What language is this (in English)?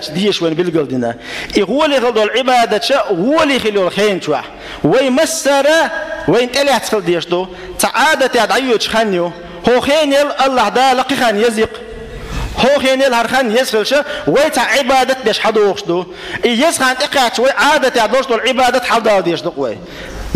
Chechen